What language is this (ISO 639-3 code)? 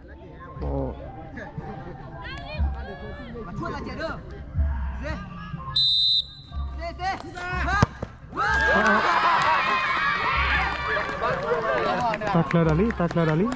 ksw